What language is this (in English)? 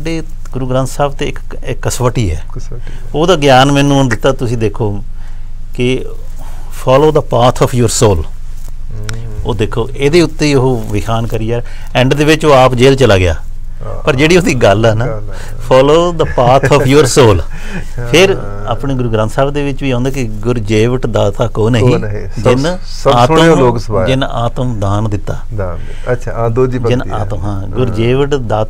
Punjabi